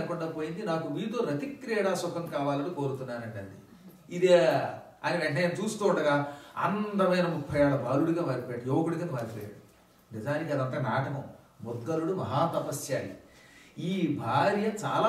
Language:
Telugu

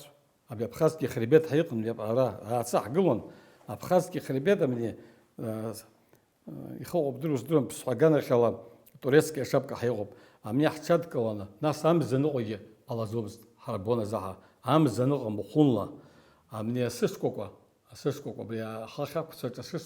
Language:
Abkhazian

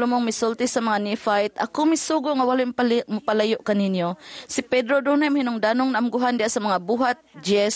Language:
Cebuano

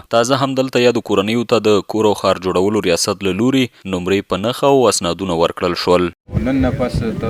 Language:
Pashto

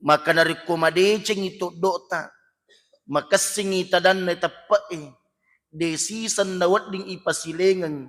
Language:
Buginese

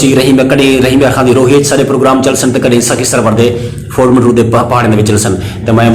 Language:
Saraiki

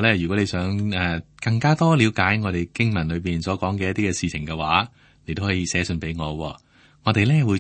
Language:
Cantonese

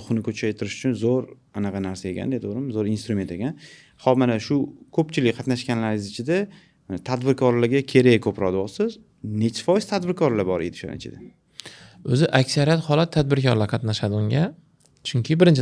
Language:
Uzbek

